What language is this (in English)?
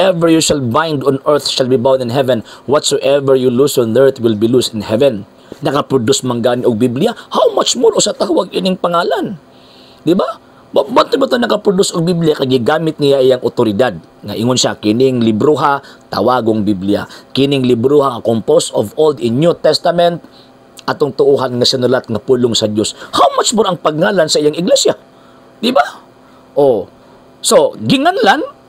Cebuano